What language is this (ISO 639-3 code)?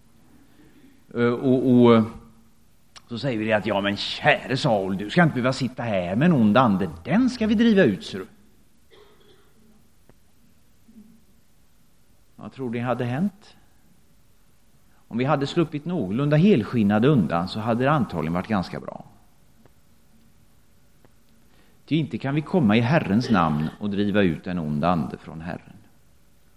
swe